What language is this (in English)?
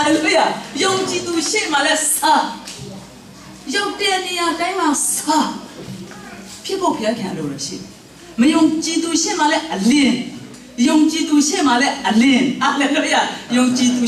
Burmese